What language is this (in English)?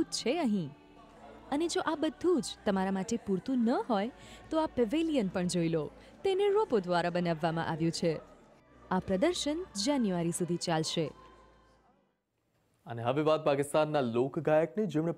Gujarati